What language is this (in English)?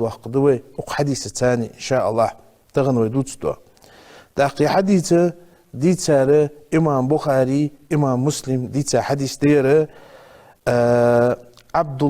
Ingush